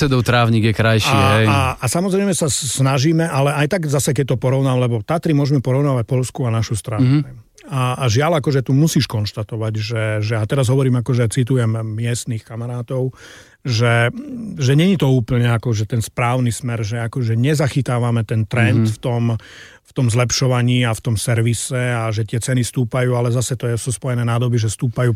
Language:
Slovak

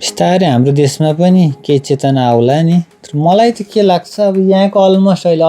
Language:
Nepali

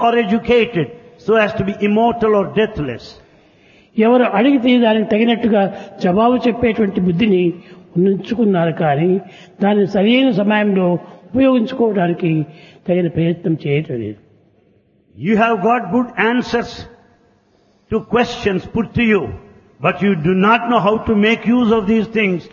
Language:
Telugu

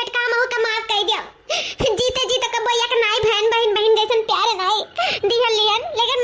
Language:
Awadhi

